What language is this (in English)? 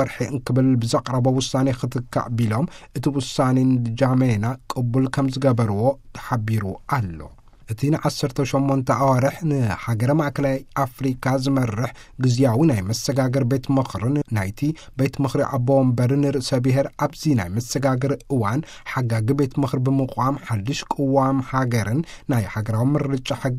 Tigrinya